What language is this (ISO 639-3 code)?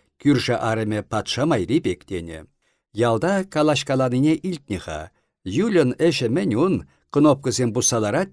chv